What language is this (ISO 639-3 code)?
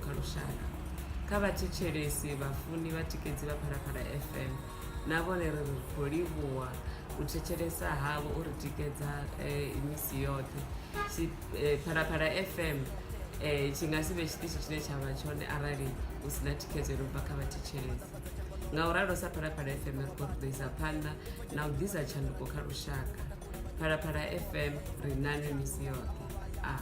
ven